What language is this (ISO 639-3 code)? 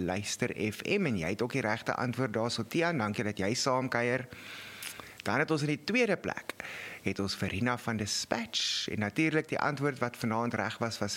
afr